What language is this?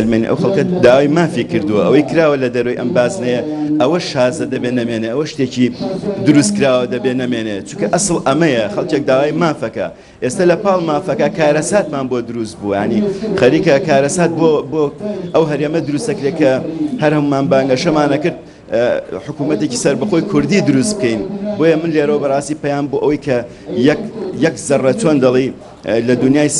Central Kurdish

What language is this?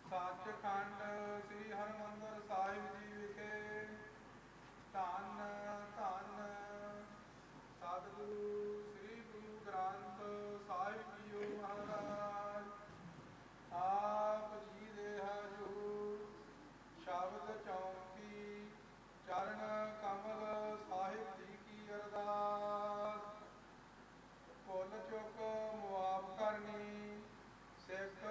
Punjabi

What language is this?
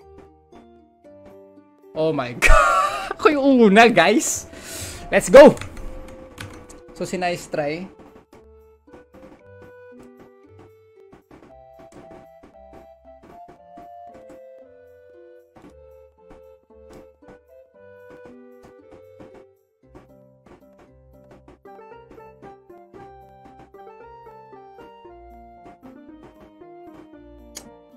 Filipino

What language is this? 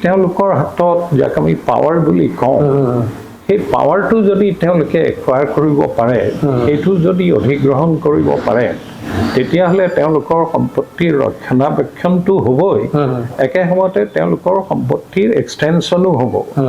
Assamese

